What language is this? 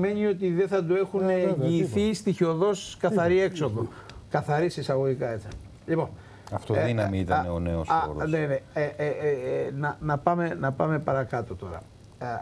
Greek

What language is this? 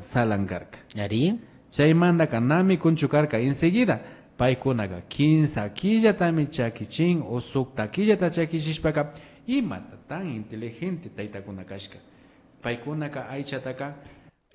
Imbabura Highland Quichua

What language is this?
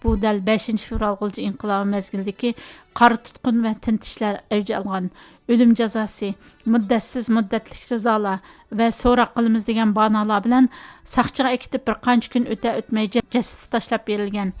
Uyghur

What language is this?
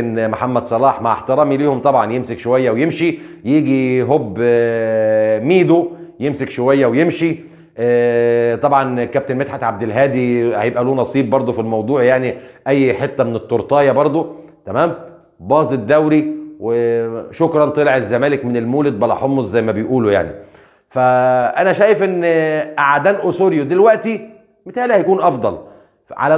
Egyptian Arabic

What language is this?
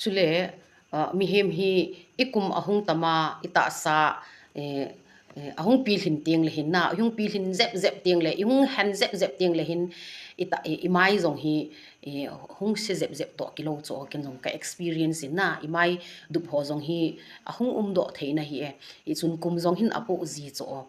Thado Chin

